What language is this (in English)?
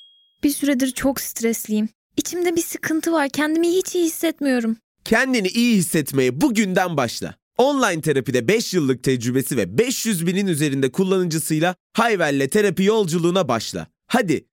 Turkish